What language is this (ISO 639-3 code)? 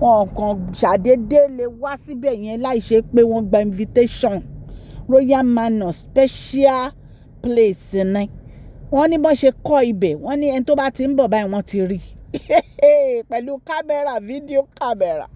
yor